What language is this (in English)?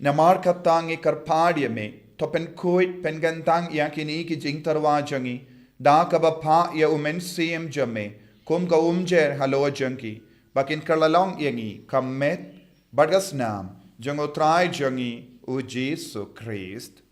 Khasi